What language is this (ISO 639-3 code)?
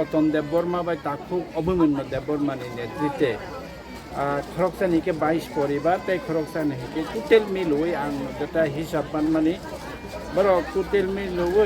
trp